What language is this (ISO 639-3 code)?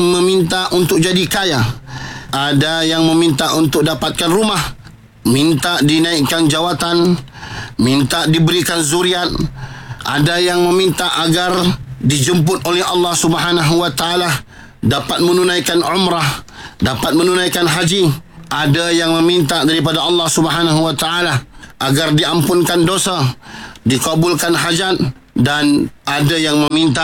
msa